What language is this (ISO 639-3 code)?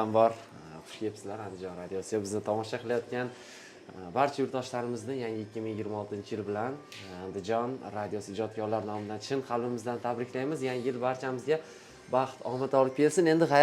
uzb